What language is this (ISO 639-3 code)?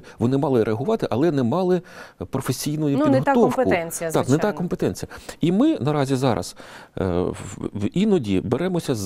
ukr